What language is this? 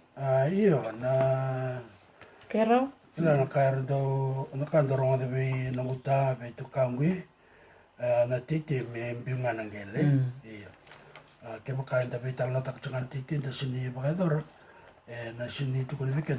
Fijian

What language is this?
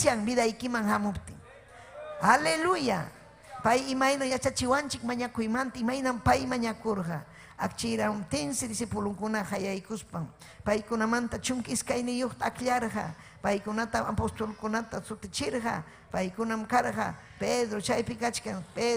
Ayacucho Quechua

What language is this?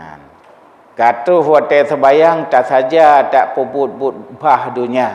Achinese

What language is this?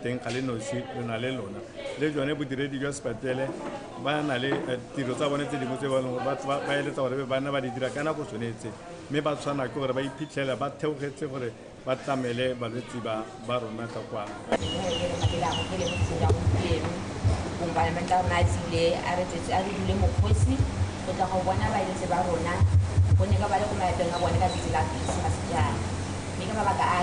Tswana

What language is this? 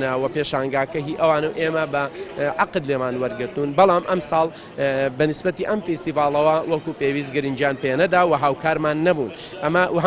Central Kurdish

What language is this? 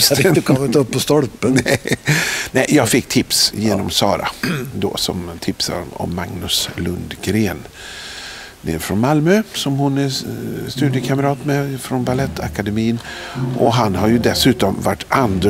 Swedish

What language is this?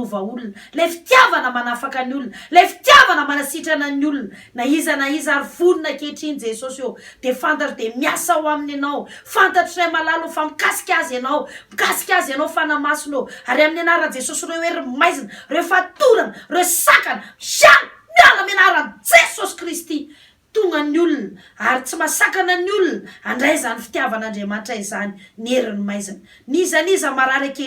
Malagasy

